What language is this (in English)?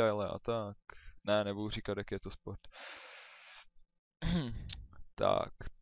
Czech